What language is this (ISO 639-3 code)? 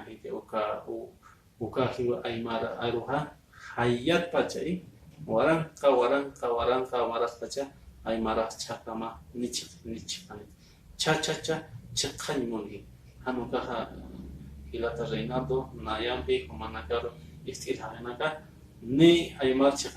aym